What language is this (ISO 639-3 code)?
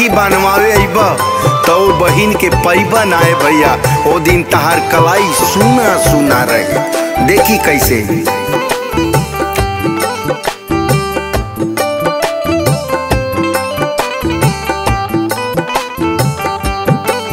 bho